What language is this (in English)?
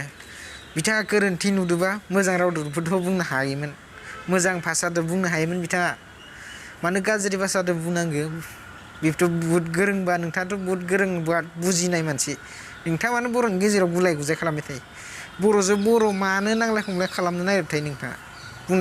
Bodo